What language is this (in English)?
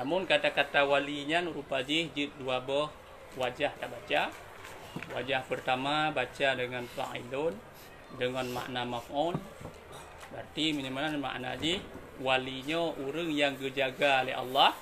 Achinese